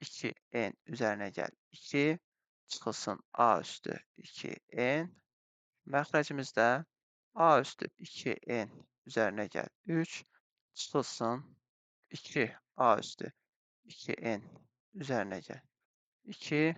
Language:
Azerbaijani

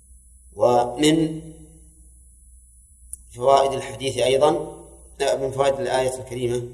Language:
Arabic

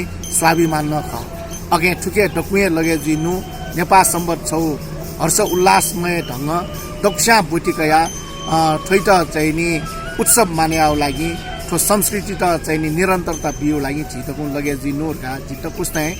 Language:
Newari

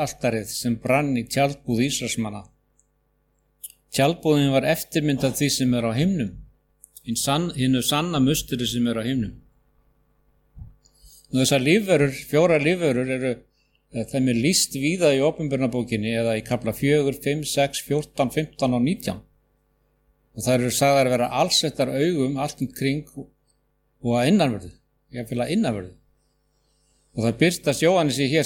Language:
Icelandic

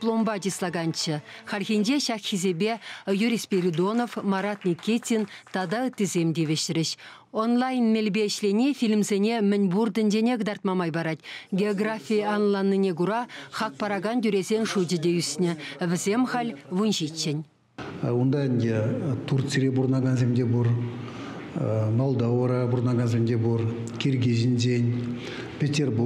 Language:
Chuvash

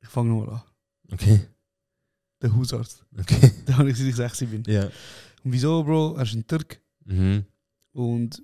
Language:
Swiss German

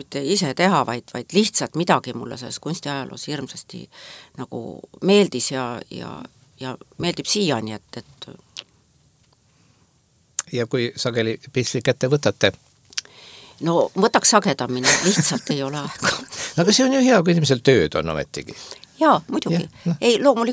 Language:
Estonian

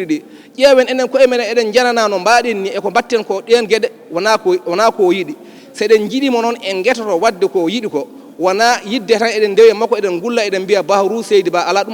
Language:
Fula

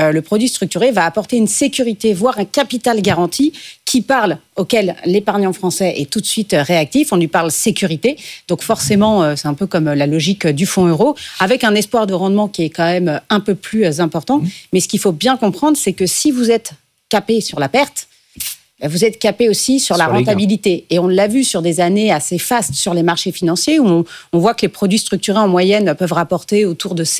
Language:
French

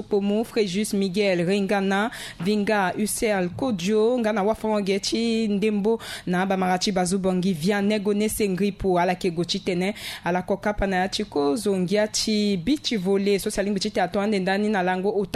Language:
Sango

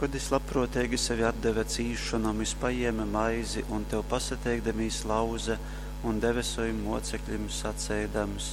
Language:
Latgalian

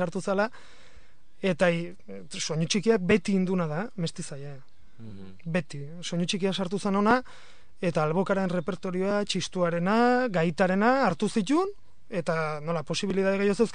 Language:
Basque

